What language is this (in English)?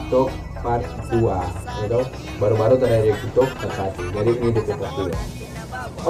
Manado Malay